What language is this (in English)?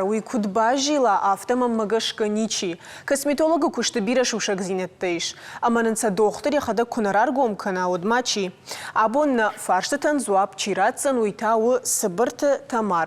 Ossetic